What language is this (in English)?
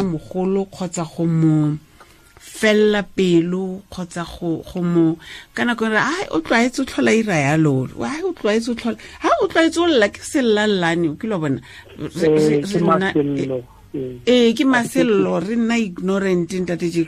Tswana